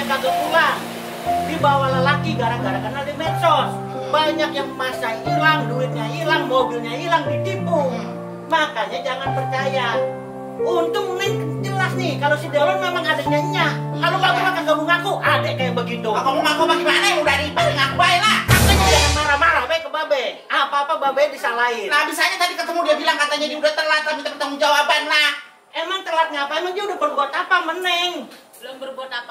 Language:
Betawi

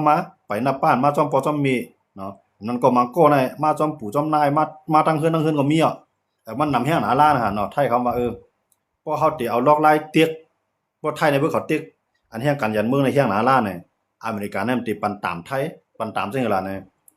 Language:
Shan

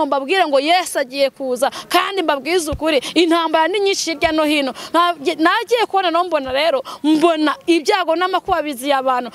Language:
Kinyarwanda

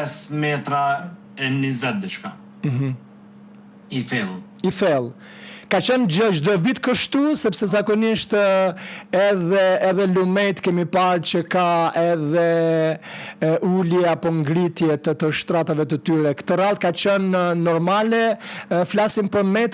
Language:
Albanian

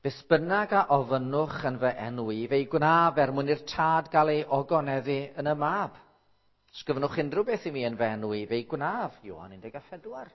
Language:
Welsh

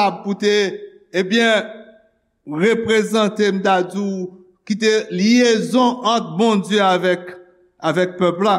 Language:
Haitian Creole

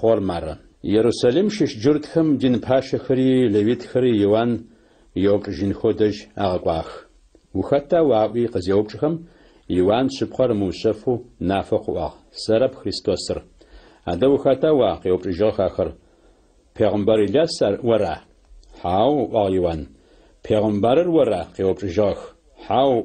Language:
Adyghe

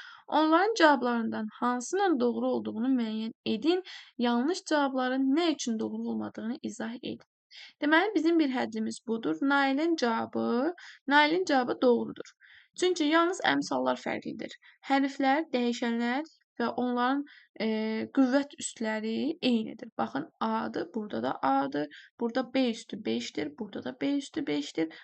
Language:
Azerbaijani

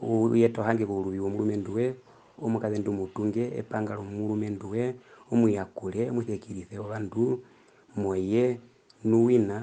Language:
Herero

